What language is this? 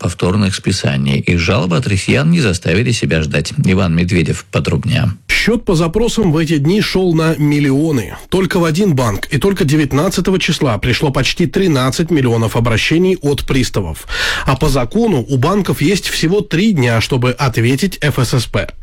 Russian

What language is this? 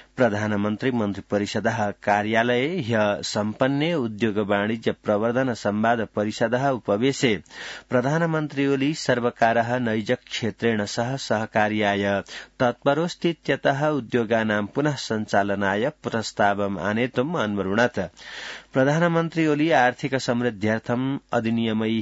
Sanskrit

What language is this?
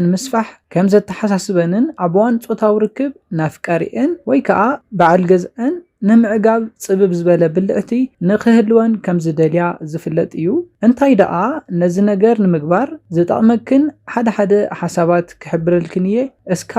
Tigrinya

